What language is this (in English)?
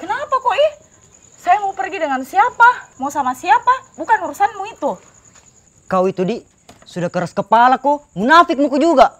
Makassar Malay